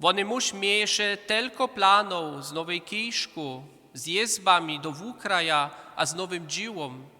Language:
Upper Sorbian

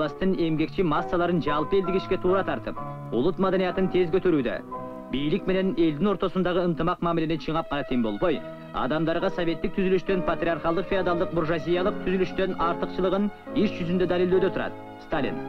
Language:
Kyrgyz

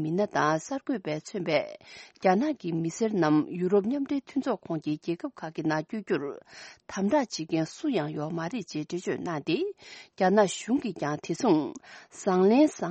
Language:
Tibetan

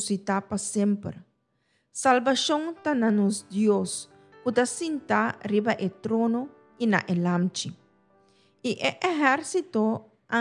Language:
Papiamento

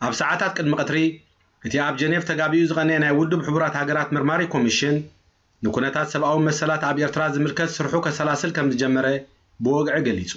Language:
Tigrinya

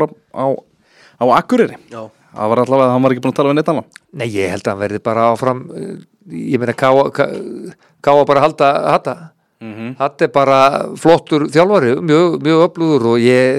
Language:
Icelandic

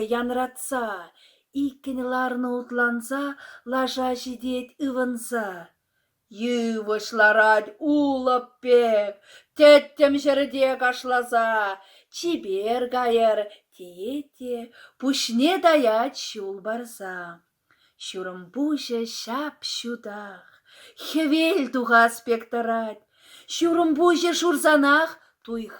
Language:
Chuvash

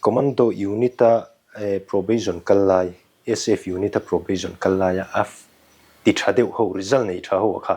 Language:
Mizo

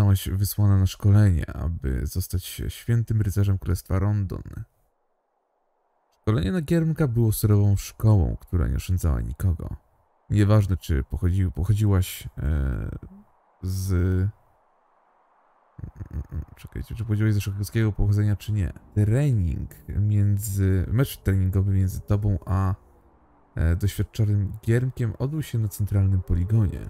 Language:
Polish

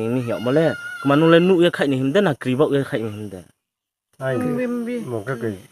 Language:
Riang (India)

